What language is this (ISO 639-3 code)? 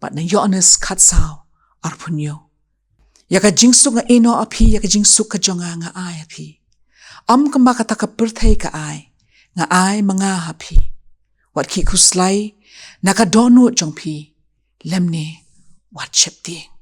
kha